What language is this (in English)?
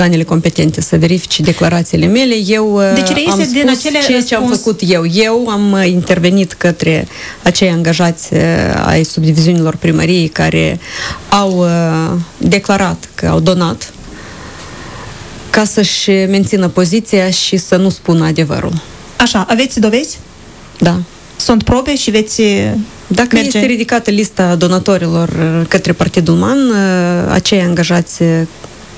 Romanian